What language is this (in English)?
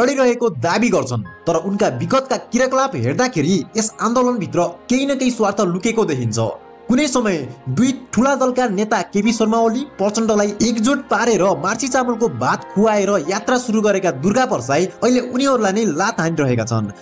Nepali